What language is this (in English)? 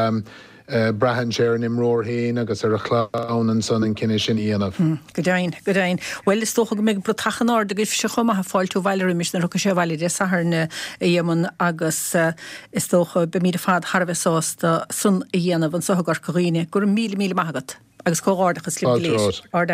Irish